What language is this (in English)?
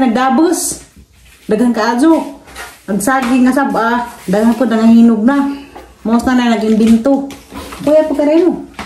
Cebuano